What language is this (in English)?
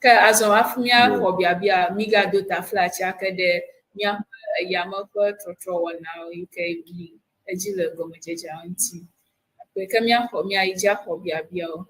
Ewe